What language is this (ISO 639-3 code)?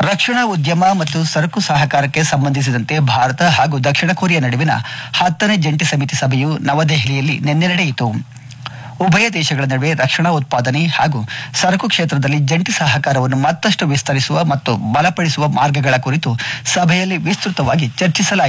kan